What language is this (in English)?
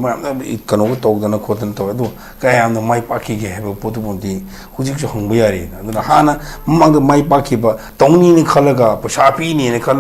Manipuri